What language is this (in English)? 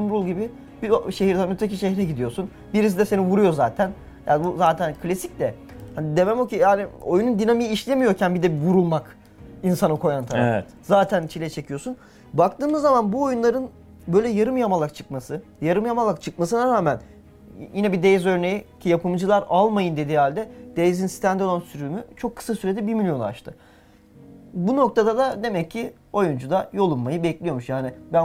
Turkish